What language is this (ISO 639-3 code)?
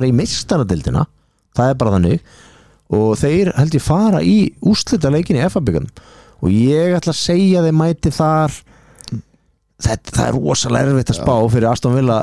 isl